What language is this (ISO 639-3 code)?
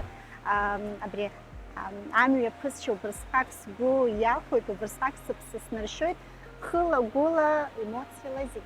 abk